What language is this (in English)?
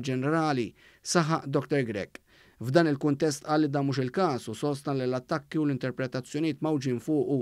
Maltese